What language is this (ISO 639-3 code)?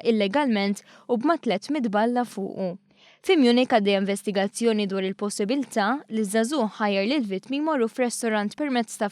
mlt